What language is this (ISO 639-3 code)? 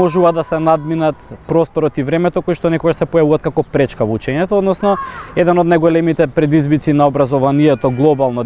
mkd